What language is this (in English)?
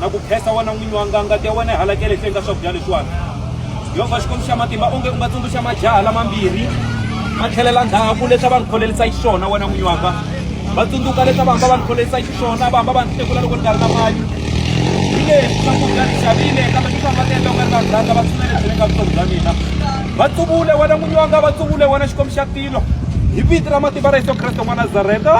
Tsonga